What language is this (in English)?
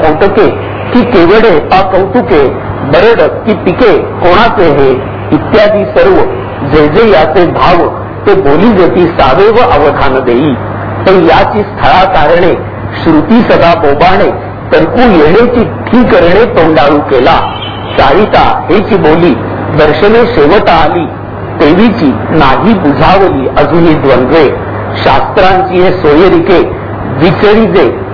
Marathi